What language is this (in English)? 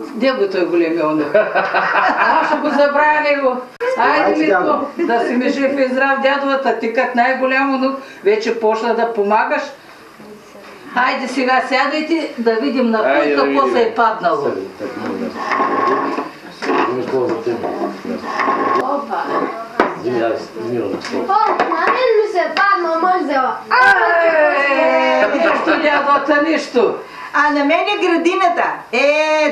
Bulgarian